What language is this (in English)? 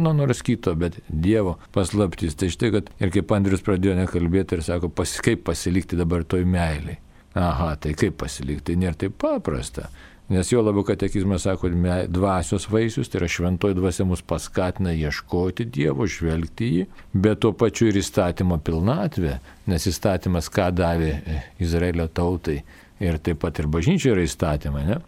Lithuanian